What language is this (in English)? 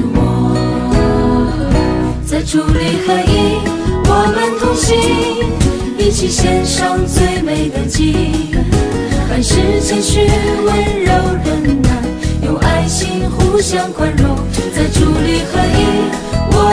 Chinese